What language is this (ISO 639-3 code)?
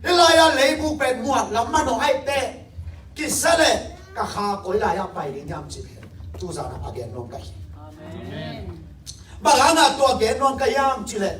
ctd